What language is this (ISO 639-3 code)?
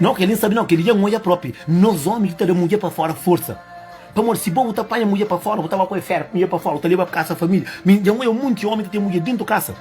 kea